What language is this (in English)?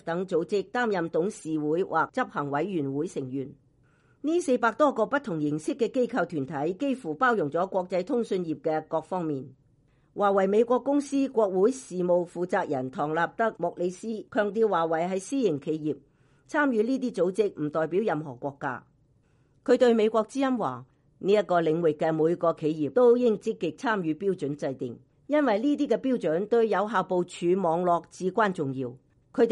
Cantonese